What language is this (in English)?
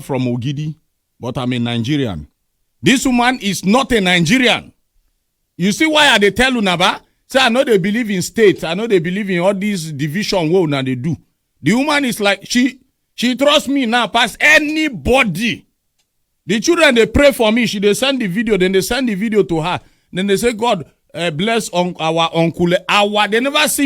Nigerian Pidgin